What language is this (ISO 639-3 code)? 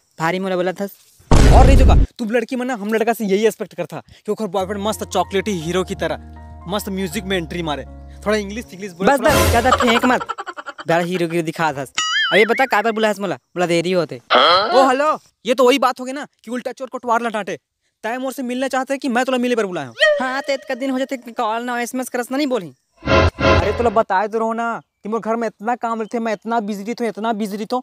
hne